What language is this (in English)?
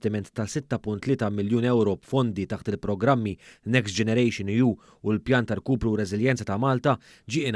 Maltese